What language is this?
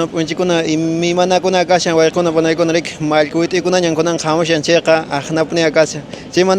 Quechua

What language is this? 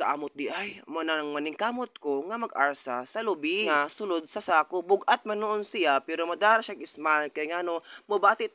Cebuano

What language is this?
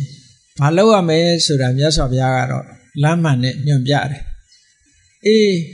Burmese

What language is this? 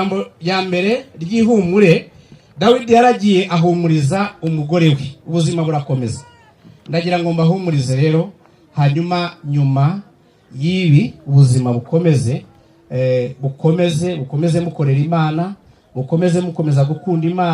Kinyarwanda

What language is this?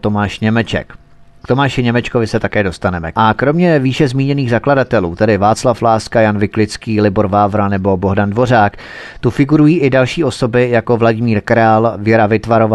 Czech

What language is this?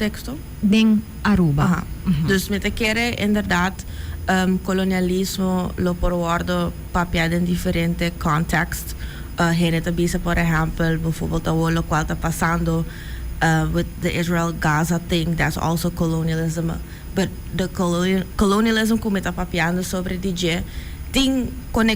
Papiamento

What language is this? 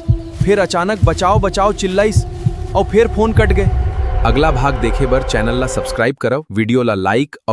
Chhattisgarhi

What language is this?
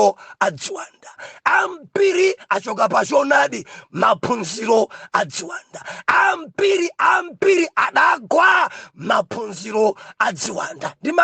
Nyanja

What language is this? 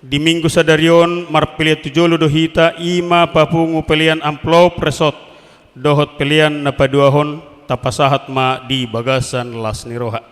Batak Toba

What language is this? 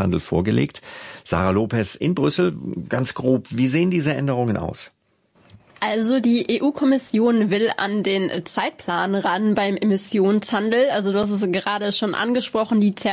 German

